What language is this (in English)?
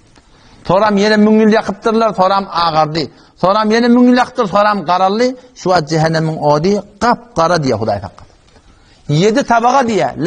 Turkmen